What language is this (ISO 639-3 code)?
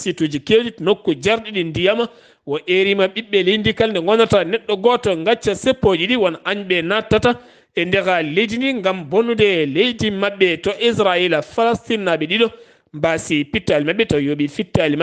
ful